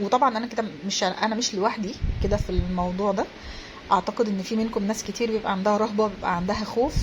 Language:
Egyptian Arabic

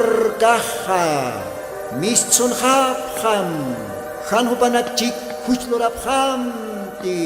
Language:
Aymara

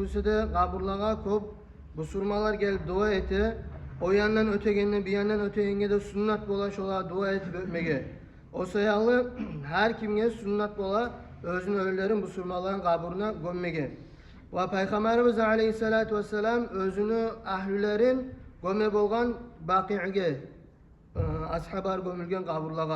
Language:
Kumyk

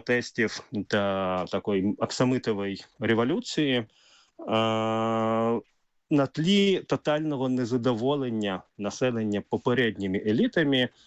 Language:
Ukrainian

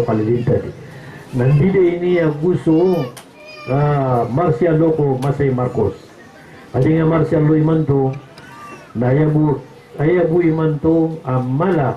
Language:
Maranao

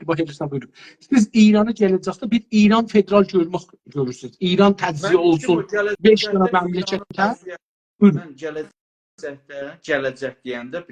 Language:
South Azerbaijani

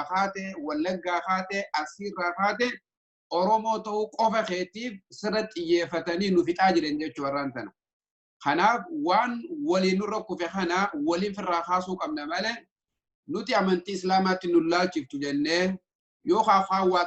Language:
Oromo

